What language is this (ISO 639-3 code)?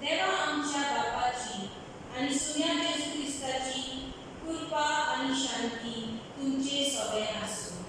kok